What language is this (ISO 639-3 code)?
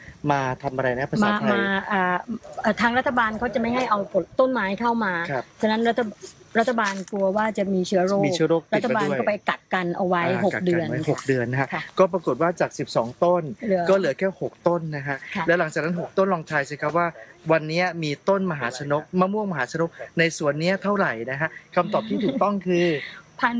tha